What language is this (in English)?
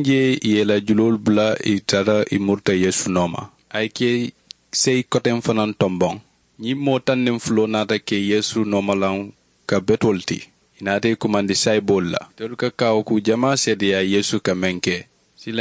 Mandingo